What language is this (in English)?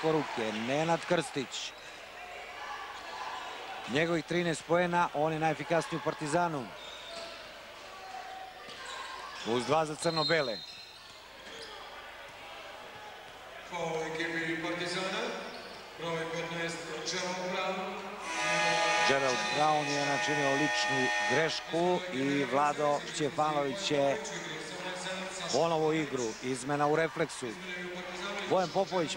Serbian